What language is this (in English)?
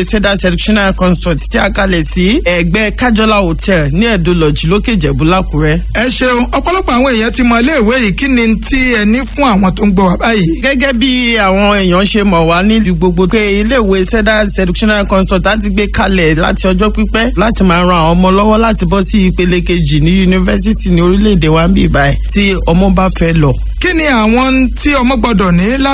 Yoruba